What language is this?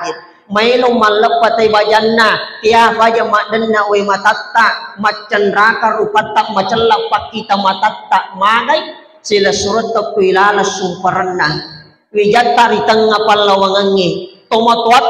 Buginese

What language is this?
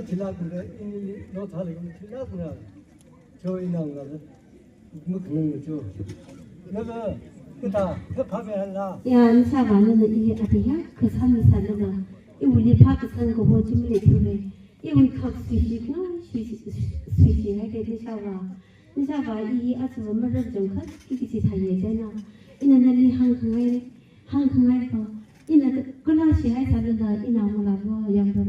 Tangkhul Naga (India)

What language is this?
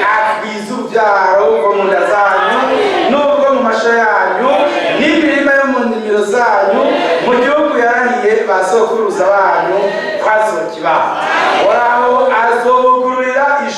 Rundi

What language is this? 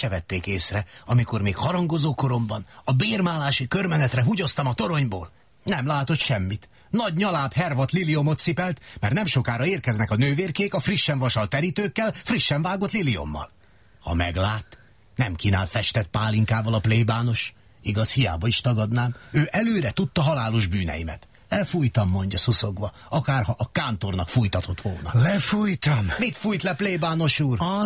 Hungarian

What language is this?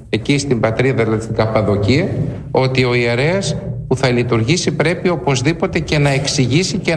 Greek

